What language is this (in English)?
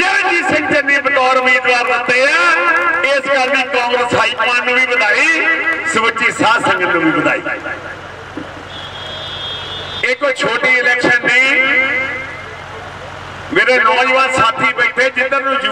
Punjabi